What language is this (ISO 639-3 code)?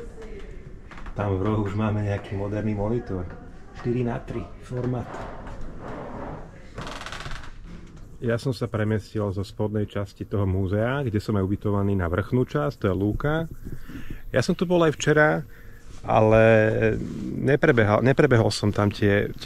slk